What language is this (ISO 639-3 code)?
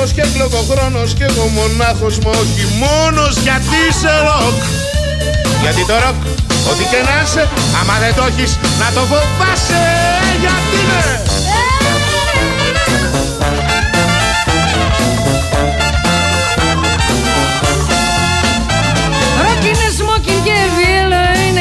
ell